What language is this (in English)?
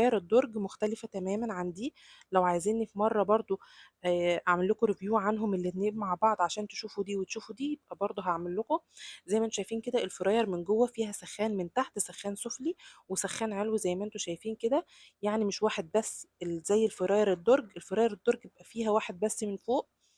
Egyptian Arabic